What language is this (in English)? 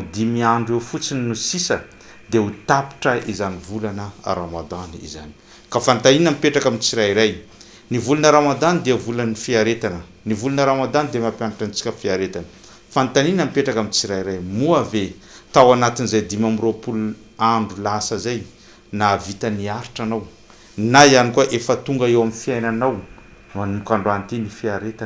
Malagasy